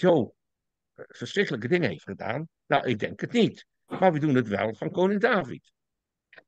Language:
Dutch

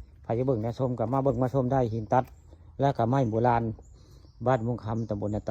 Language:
Northeastern Thai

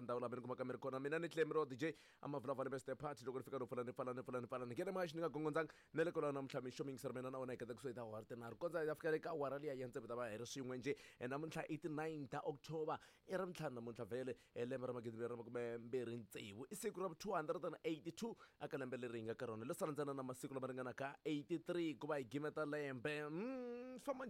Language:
Tsonga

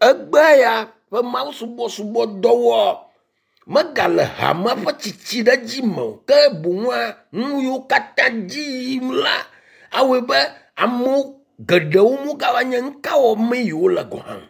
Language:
Ewe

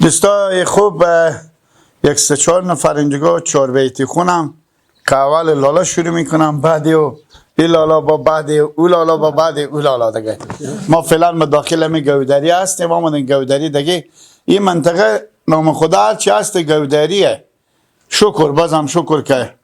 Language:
Persian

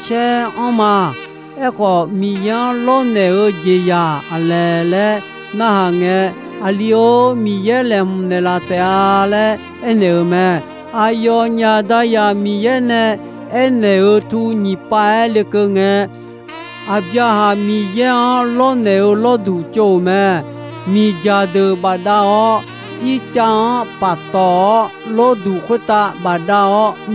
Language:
Akha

